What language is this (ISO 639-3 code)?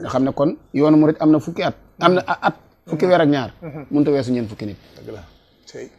wol